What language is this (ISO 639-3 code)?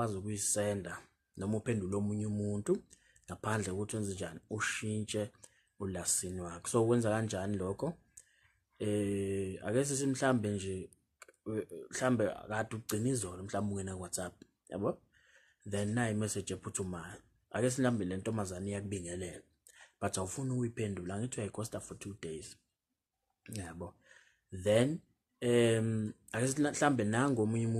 zul